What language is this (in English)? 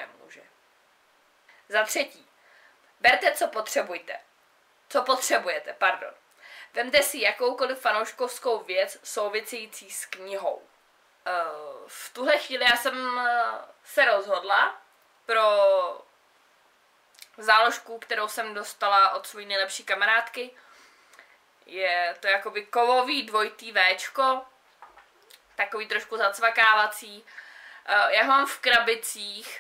Czech